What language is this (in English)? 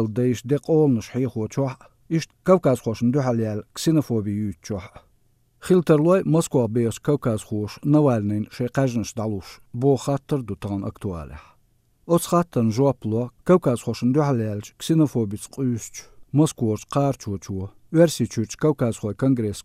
Chechen